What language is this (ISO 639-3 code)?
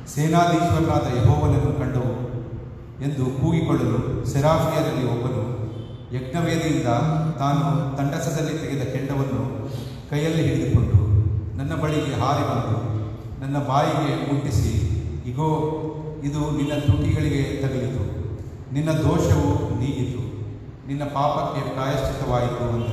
kan